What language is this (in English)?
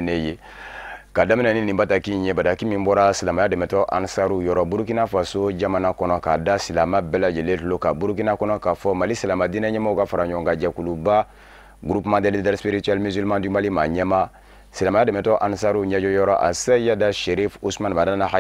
Bambara